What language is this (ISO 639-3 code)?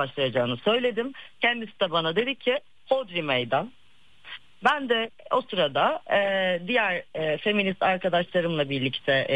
tur